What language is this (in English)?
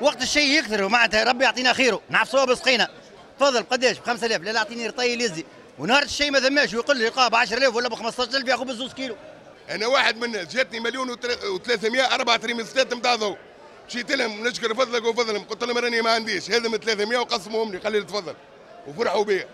Tunisian Arabic